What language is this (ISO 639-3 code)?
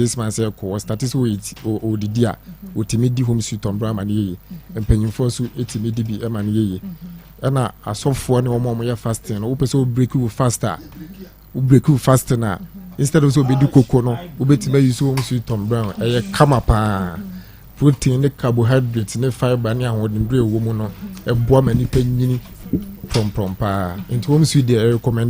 aka